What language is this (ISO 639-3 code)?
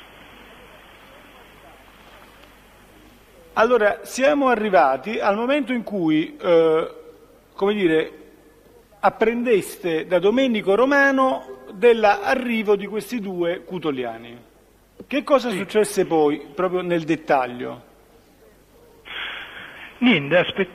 ita